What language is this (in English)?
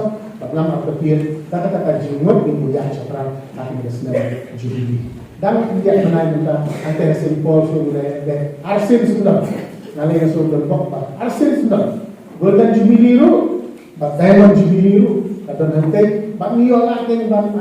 Khasi